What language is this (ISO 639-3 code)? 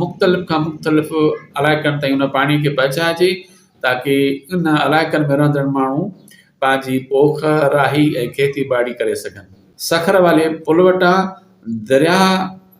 snd